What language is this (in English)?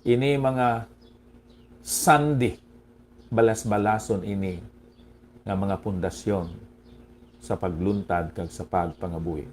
Hiligaynon